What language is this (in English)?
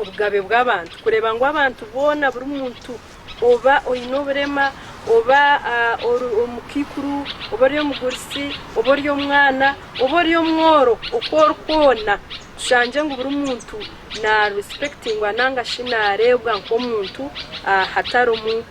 Nyankole